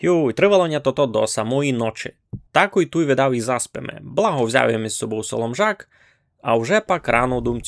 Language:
Rusyn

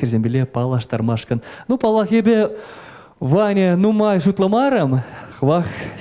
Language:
Chuvash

